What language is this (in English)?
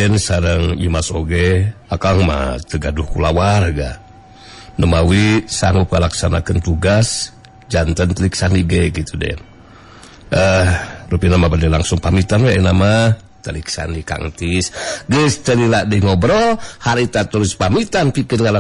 Sundanese